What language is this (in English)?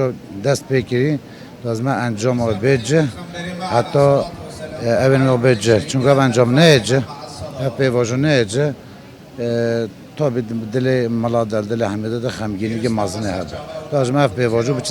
Kurdish